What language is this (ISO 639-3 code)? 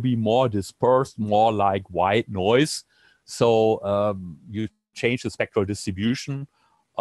eng